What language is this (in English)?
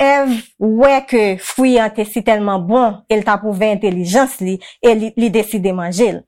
Haitian Creole